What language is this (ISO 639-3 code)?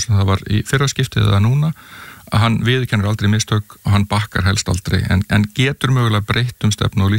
isl